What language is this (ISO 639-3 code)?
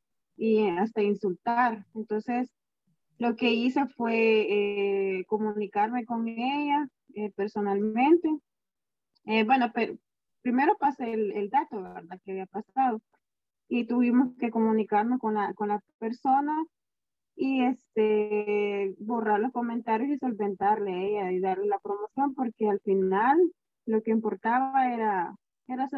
spa